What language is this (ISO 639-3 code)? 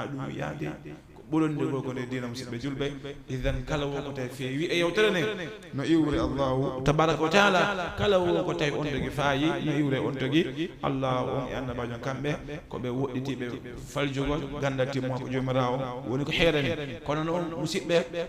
ful